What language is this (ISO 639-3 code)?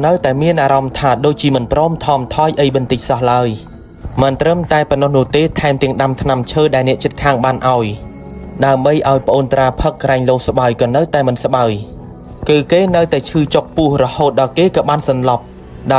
khm